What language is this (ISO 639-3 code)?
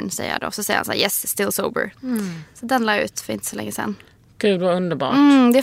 swe